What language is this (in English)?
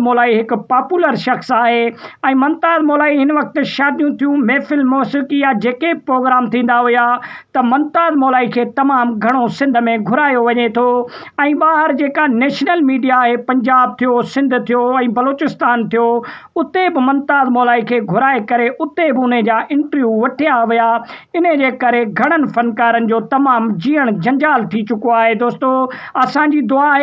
Sindhi